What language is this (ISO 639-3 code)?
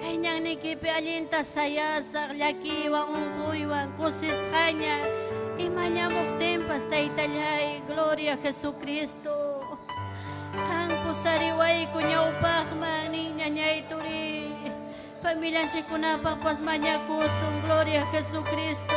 quy